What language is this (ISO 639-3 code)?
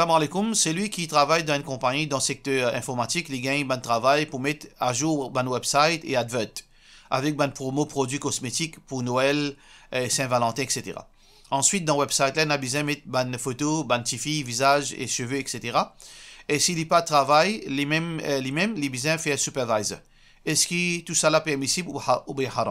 mfe